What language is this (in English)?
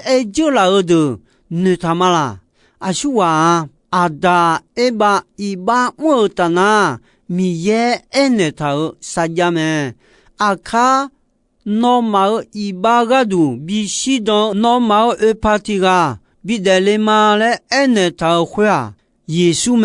Akha